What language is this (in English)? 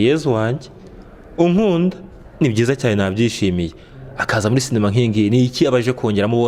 Kinyarwanda